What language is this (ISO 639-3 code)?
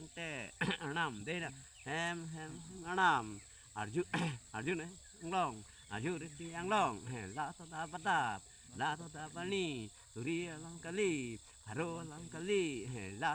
mjw